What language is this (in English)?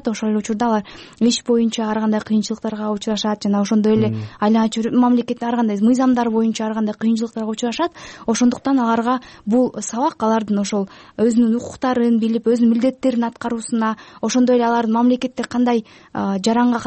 Kyrgyz